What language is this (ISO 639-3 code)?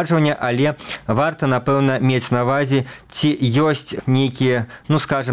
bel